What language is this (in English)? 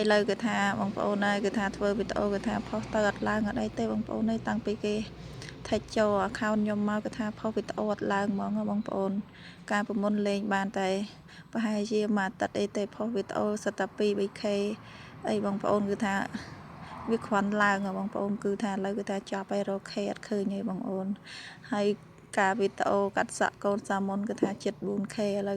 Khmer